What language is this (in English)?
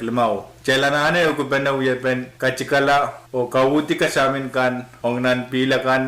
Pohnpeian